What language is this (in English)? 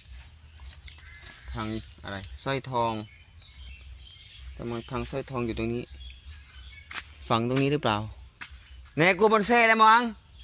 Thai